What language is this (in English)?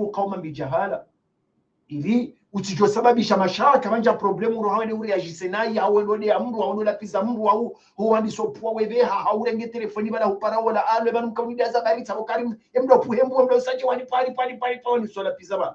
Ngazidja Comorian